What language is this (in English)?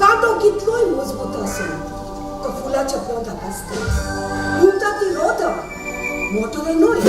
Konkani